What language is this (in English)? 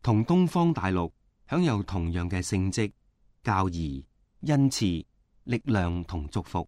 Cantonese